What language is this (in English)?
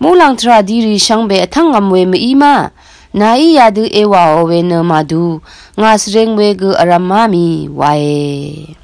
Rawang